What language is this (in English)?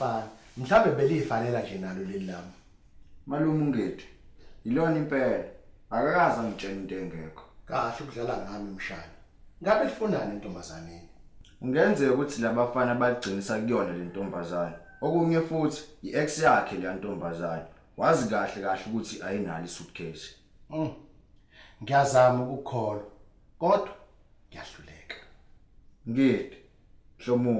Zulu